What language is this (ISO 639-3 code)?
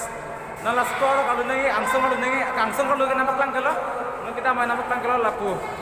mjw